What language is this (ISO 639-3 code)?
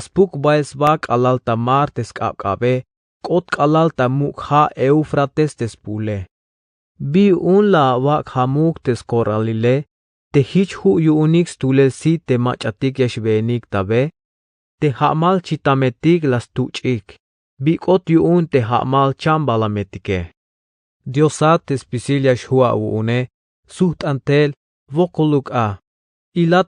tzh